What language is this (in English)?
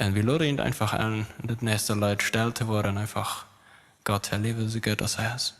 Plautdietsch